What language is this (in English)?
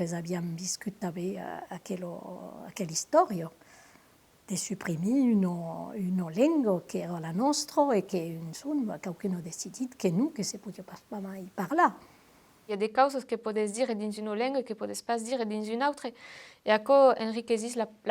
Occitan